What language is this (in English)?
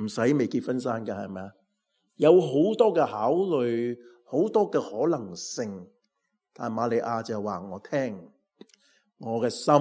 Cantonese